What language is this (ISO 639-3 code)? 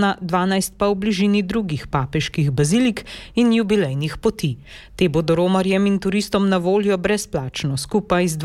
slv